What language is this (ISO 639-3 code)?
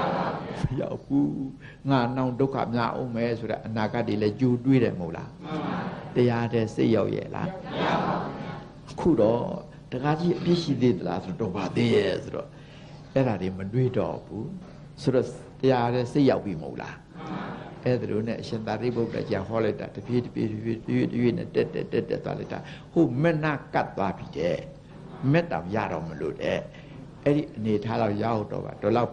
mya